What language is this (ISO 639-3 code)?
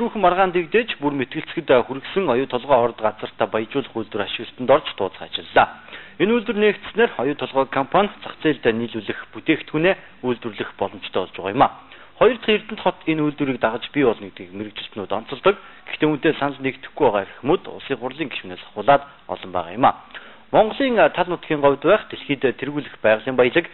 mon